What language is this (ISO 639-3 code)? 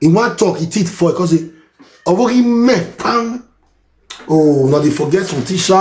pcm